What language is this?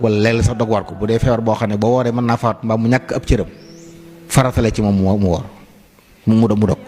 Wolof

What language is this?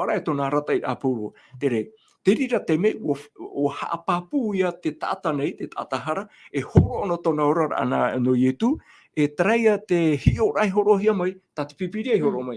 Tahitian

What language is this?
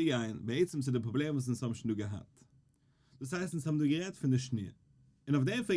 Yiddish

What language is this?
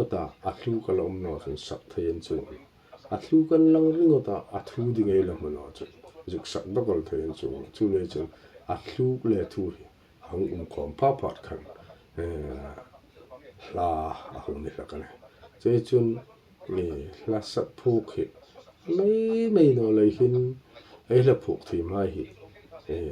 Hmar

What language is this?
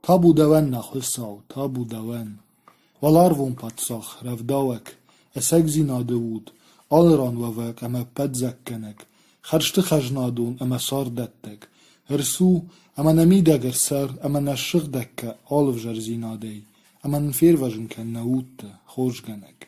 Ossetic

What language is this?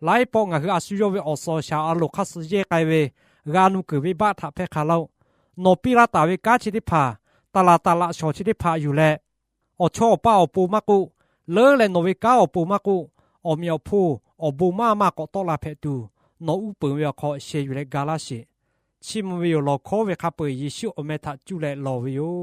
Lahu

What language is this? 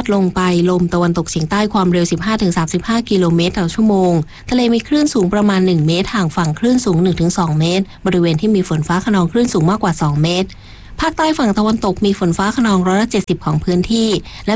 Thai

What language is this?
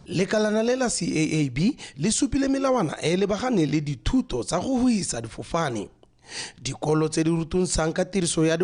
Tswana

